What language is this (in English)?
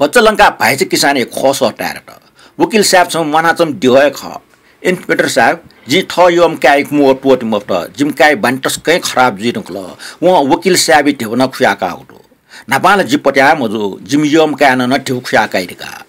Newari